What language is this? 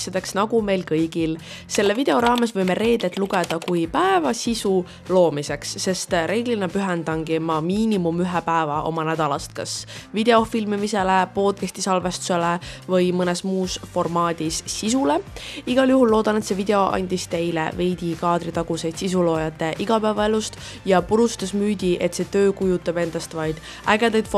Estonian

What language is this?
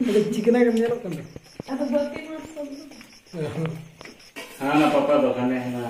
Santali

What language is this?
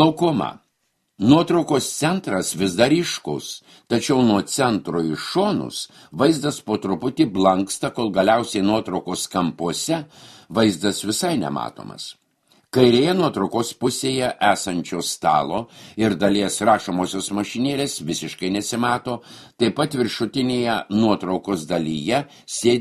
Lithuanian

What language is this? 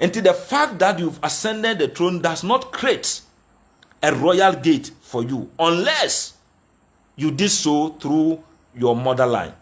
Akan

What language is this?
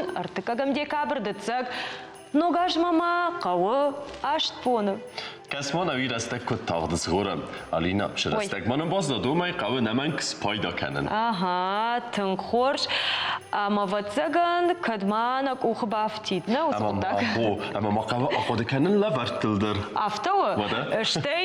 Ossetic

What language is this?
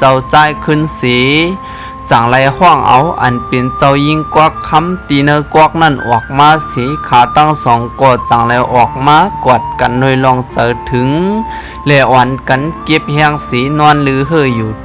Shan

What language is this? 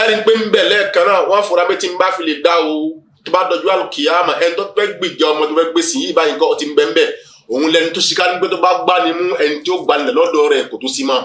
Yoruba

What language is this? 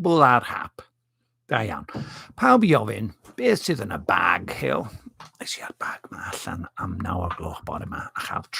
Welsh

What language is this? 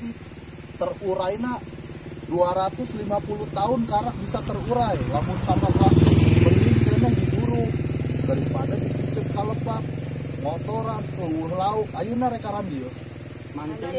Sundanese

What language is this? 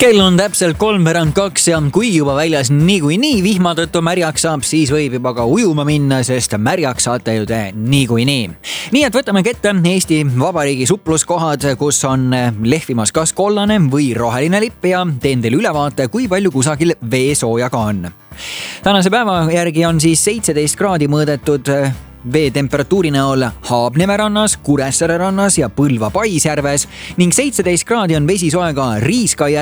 Estonian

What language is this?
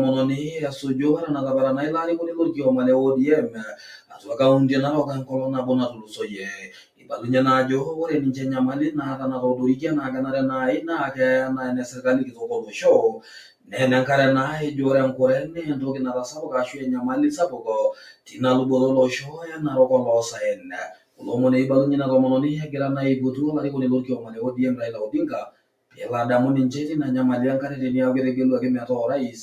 Masai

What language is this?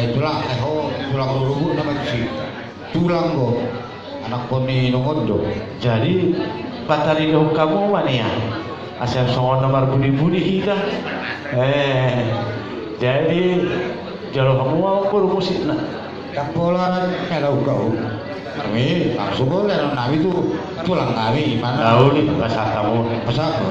Batak Toba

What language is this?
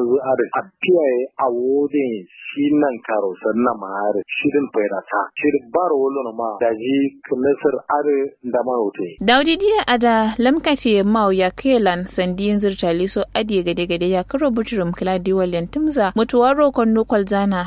Kanuri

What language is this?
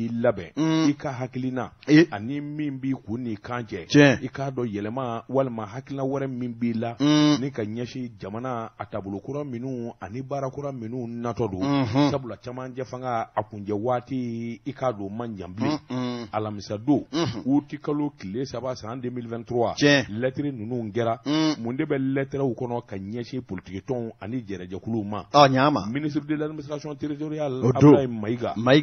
Bambara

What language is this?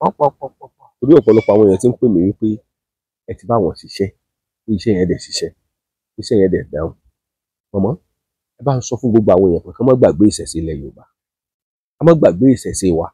Yoruba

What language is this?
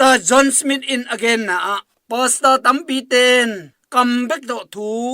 Tedim Chin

